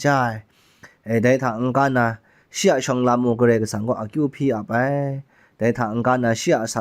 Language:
Kachin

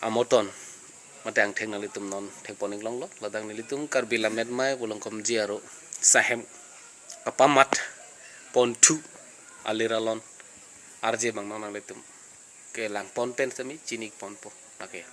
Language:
Karbi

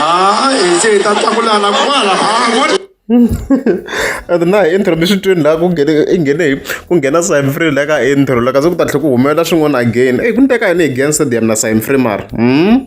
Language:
Tsonga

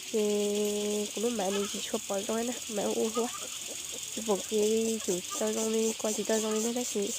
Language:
Hmong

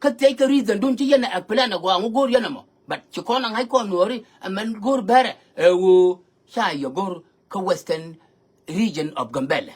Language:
Nuer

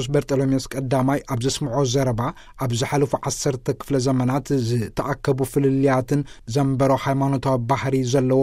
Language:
Tigrinya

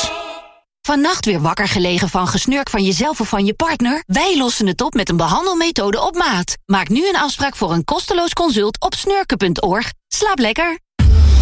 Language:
Dutch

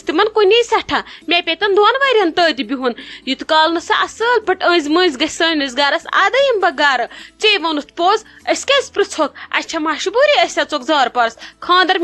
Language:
Kashmiri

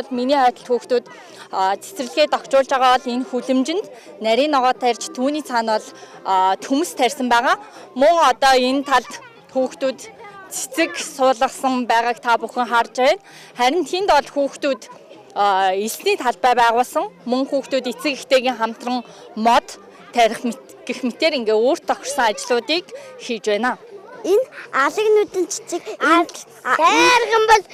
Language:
Mongolian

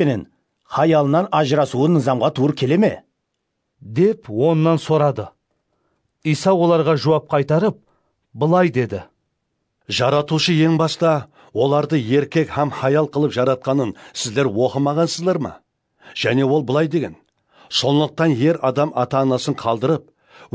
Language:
Kara-Kalpak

